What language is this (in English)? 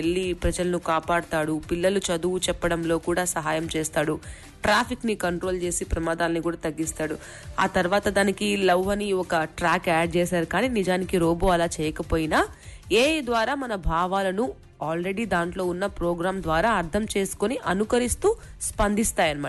Telugu